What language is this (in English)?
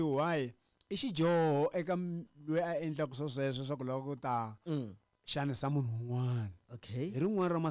Tsonga